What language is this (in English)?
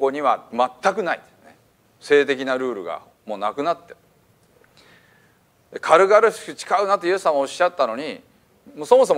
Japanese